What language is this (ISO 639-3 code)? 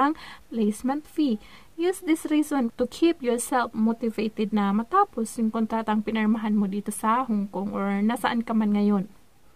fil